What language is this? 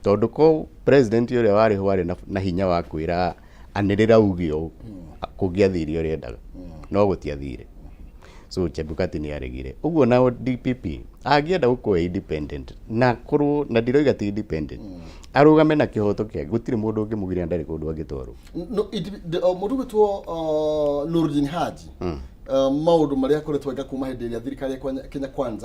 Kikuyu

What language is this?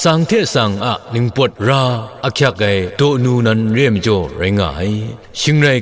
Kachin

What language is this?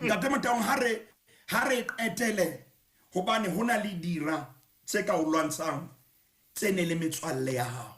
Southern Sotho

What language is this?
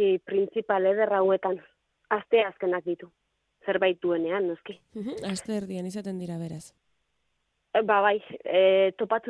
Basque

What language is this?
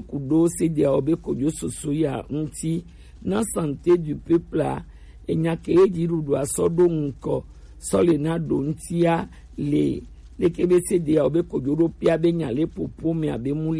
Gen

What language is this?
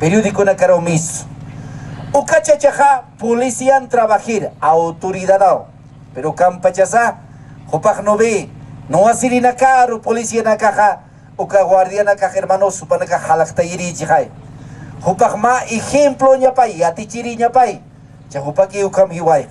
Aymara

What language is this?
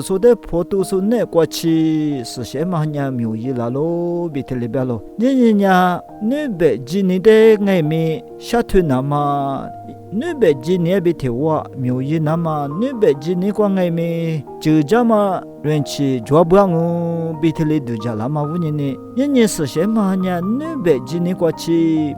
Lisu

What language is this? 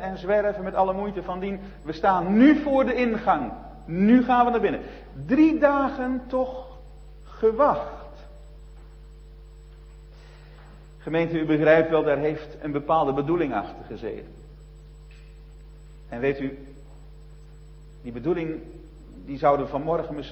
Dutch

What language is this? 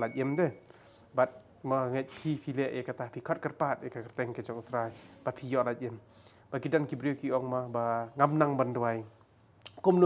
Khasi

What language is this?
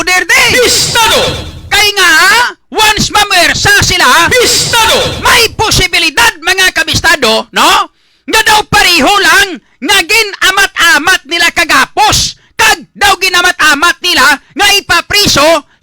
Hiligaynon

